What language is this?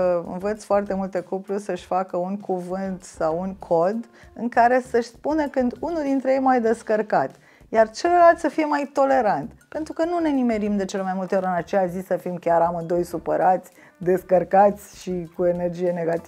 Romanian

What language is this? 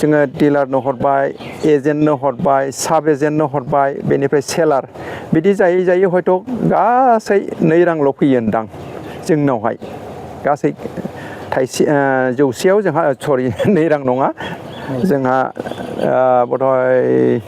Bodo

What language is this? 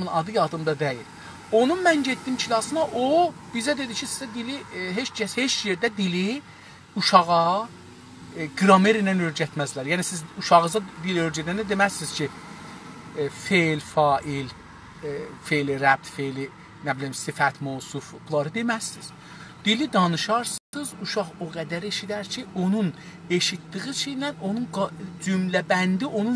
South Azerbaijani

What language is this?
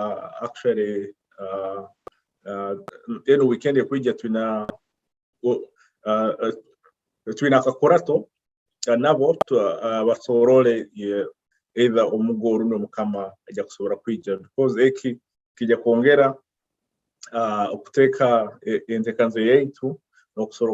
Nyoro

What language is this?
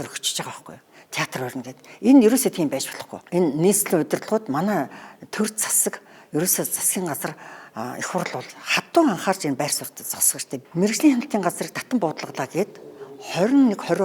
Mongolian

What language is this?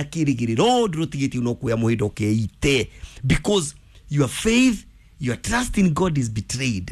Kikuyu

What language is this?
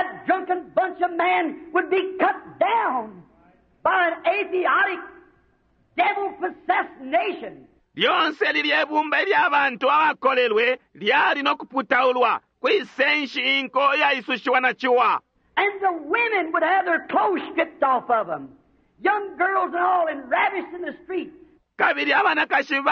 Bemba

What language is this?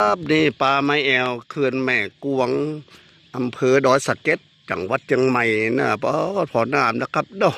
Northeastern Thai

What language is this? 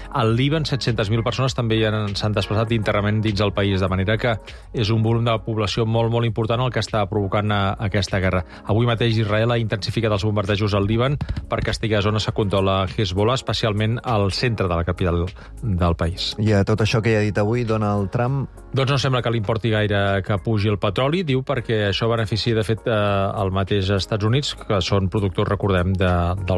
Catalan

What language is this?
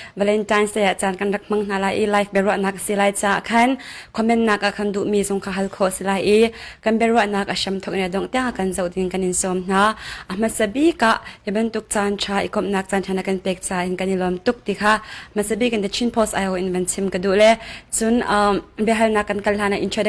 Hakha Chin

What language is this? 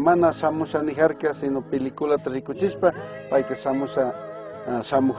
Chimborazo Highland Quichua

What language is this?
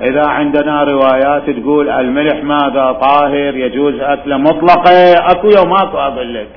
Mesopotamian Arabic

